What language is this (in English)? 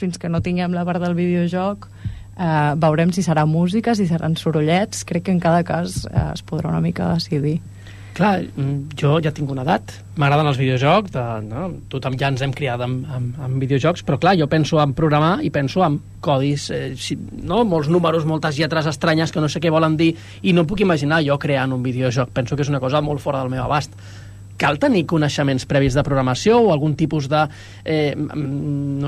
Catalan